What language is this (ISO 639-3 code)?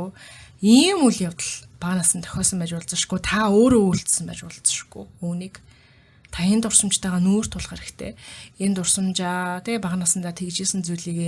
mon